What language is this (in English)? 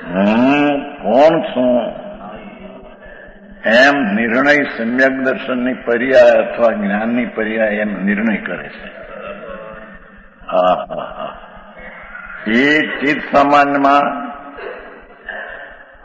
Gujarati